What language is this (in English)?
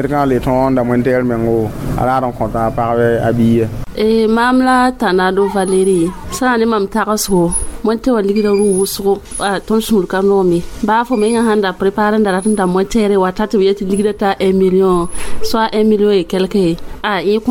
Mossi